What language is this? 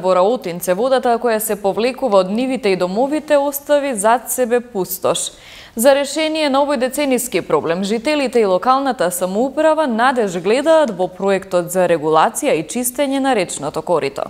Macedonian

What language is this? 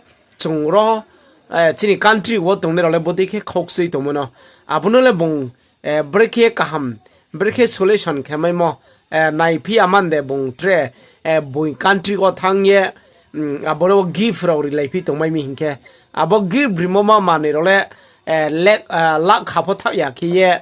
Riang (India)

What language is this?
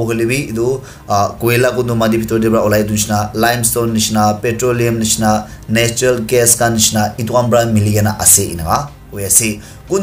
Naga Pidgin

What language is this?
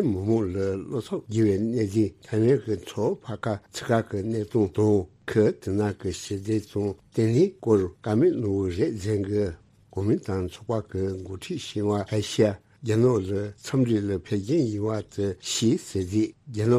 Tibetan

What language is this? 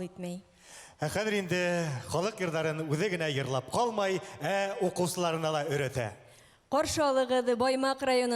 Bashkir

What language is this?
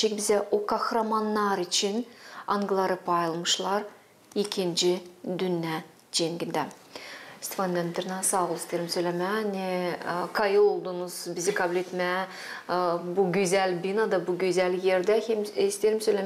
Gagauz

